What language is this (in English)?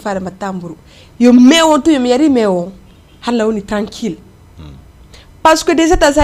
Fula